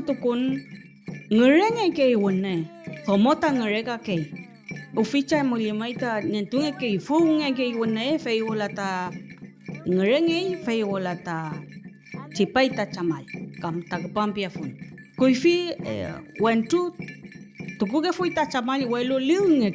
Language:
Mapuche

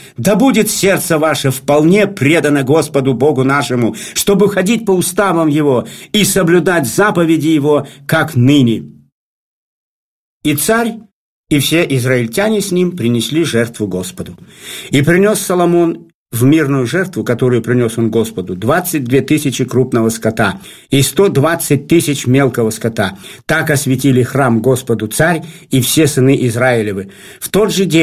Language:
Russian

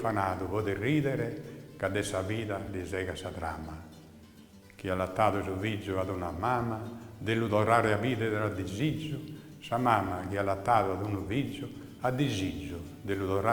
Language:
Sardinian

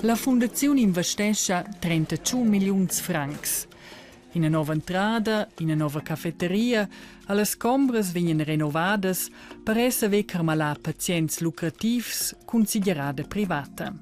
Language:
Romansh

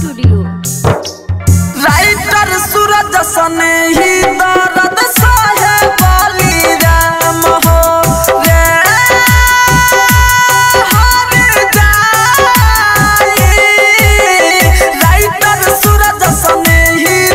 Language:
Bhojpuri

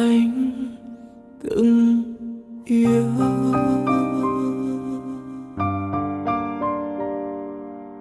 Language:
Vietnamese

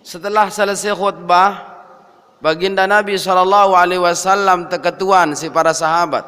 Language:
Sasak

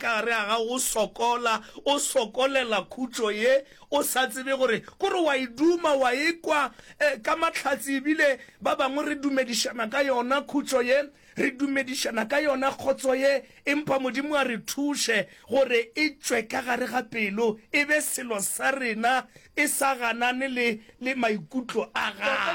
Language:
Northern Sotho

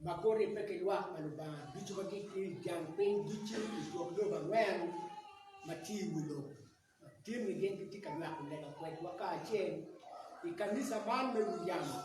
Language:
Acoli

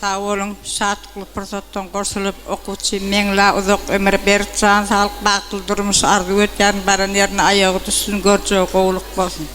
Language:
Turkmen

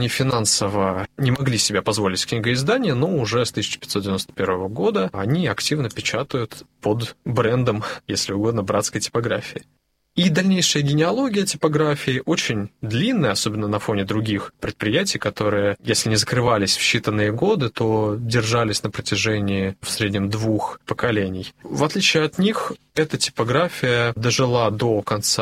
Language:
Russian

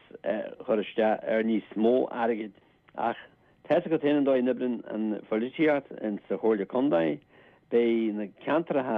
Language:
Irish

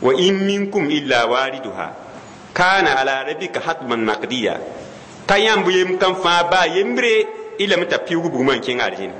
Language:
Mossi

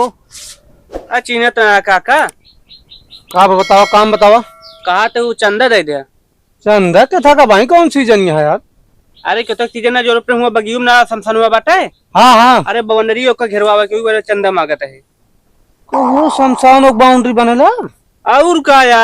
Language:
Awadhi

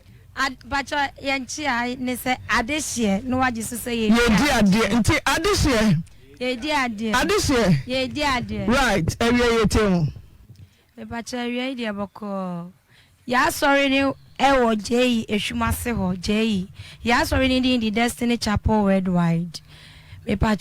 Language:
Akan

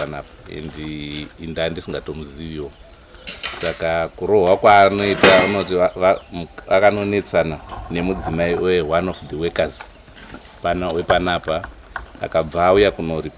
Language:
Shona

